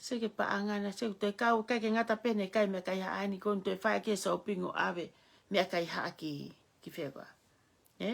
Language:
Tongan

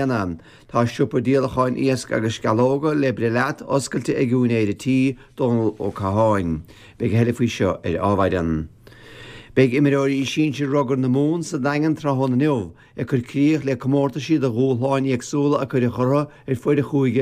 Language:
Irish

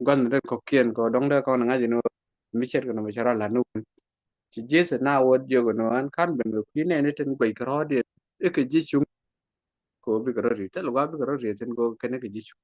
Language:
Nuer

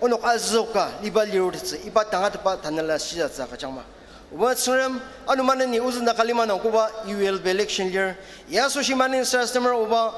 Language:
Ao Naga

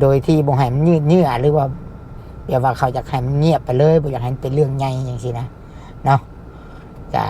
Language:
Lao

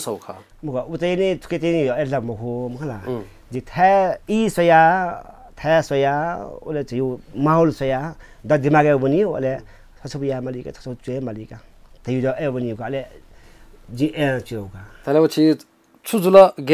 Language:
Newari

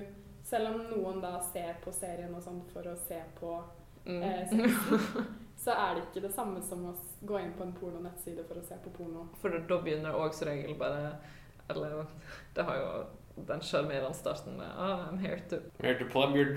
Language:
Norwegian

